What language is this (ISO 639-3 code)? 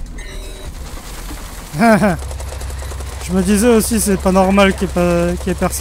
fra